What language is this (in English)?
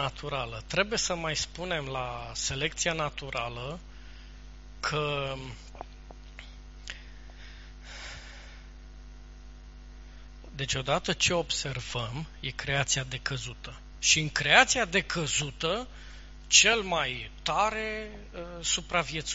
Romanian